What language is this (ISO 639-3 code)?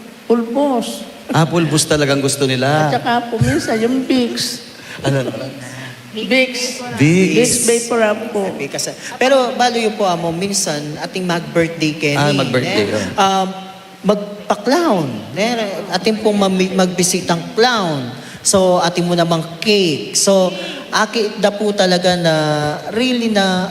pam